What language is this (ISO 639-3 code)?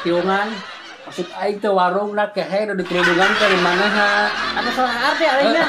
sun